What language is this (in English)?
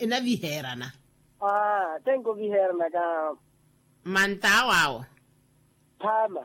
Makhuwa